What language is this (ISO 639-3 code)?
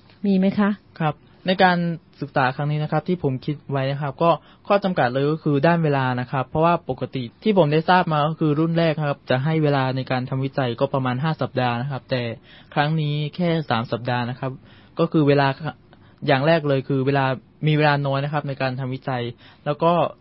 tha